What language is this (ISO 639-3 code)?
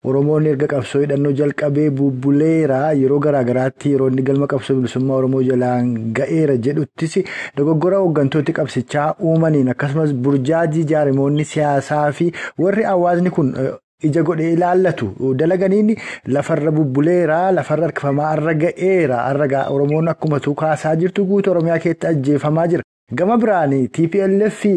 orm